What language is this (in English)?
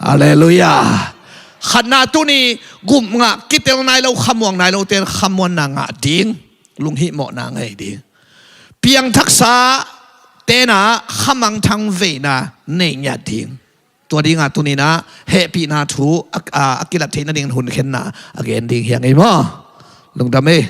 Tedim Chin